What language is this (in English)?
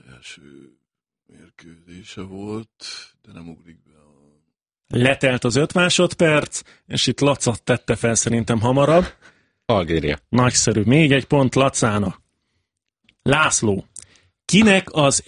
Hungarian